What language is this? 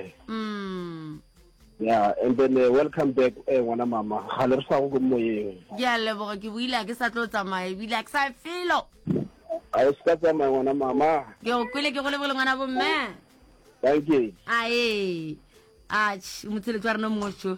Northern Sotho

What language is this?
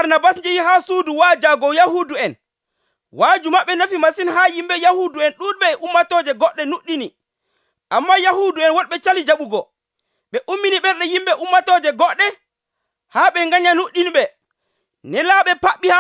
Nigerian Fulfulde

